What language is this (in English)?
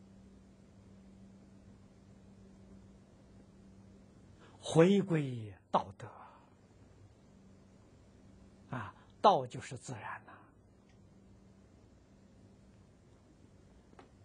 Chinese